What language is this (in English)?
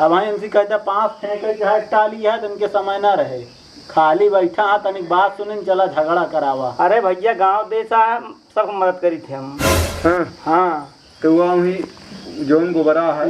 Awadhi